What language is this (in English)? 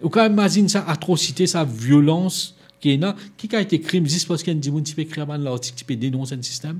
Morisyen